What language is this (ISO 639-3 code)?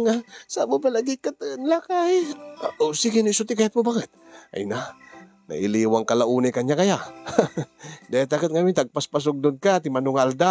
ilo